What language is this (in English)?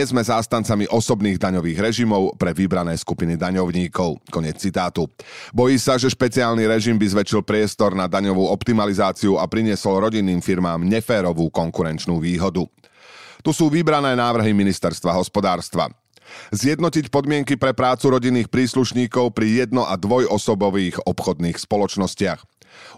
Slovak